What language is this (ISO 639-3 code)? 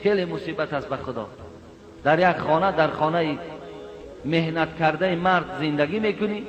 tgk